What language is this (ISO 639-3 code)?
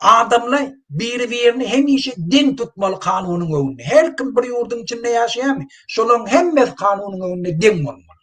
tuk